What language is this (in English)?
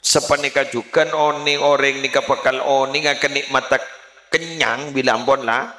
Madurese